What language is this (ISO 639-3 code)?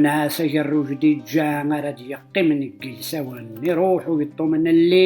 kab